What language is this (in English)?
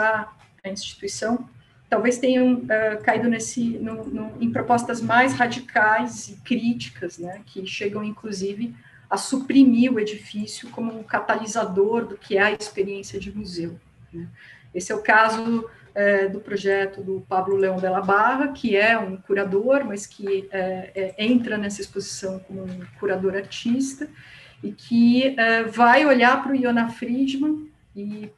Portuguese